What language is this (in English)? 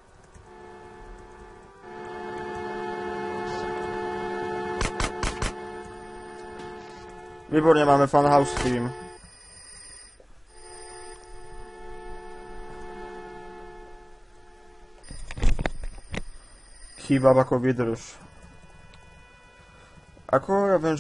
Slovak